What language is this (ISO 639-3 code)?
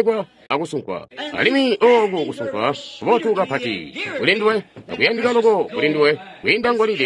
toi